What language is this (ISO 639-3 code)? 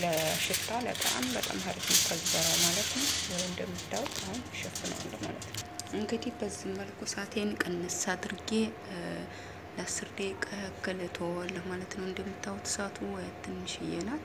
amh